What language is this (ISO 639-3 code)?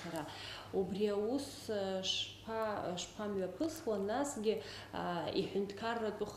abk